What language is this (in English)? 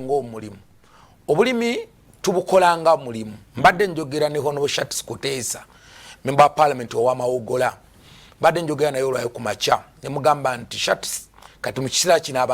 Ganda